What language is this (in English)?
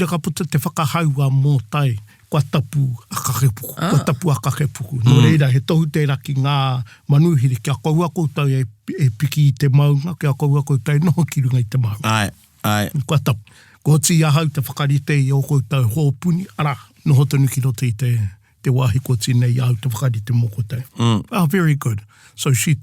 Māori